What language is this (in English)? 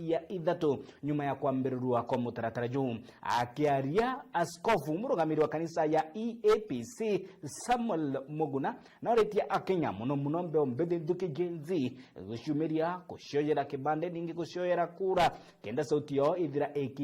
Meru